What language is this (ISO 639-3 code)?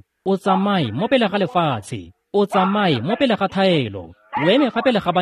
tsn